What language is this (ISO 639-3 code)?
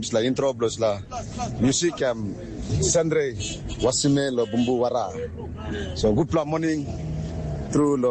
tpi